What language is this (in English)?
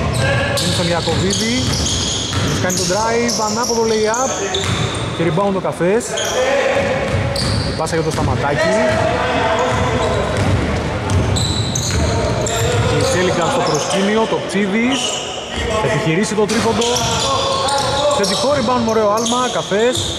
Greek